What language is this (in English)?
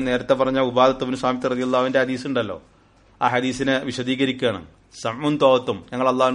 Malayalam